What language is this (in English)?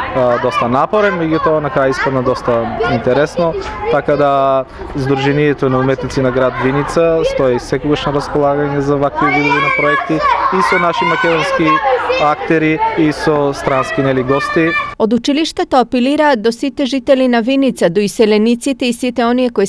Macedonian